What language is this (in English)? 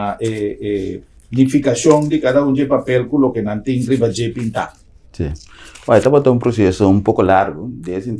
Papiamento